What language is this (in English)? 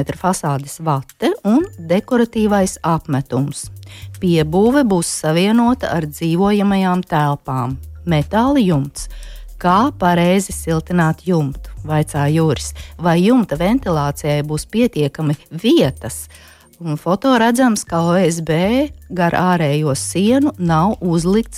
Latvian